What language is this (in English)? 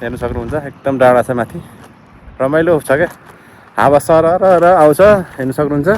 Nepali